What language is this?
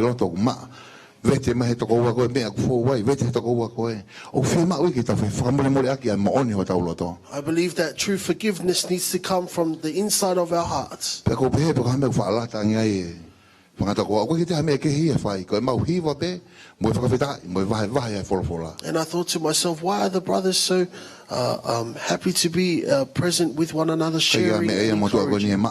Tongan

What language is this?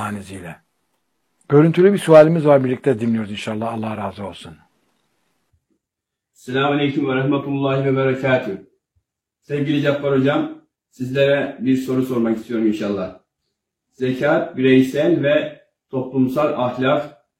Turkish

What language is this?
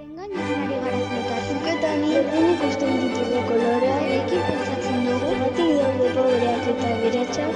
Basque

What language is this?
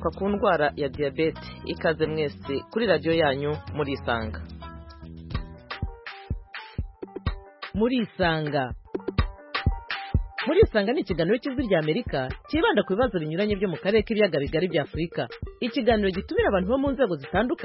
Kinyarwanda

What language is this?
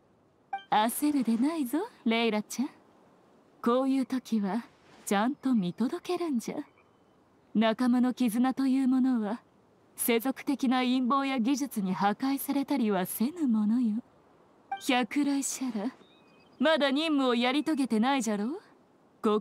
Japanese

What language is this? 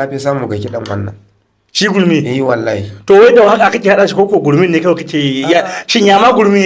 Hausa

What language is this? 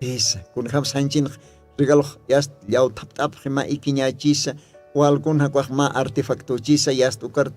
Aymara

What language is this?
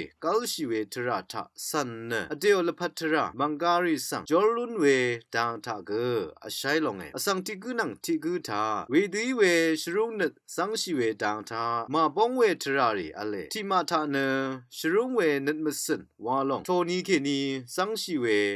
Rawang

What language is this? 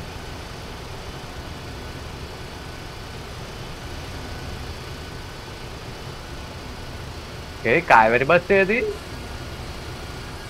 Telugu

